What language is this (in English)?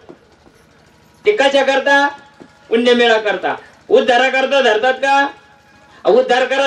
Marathi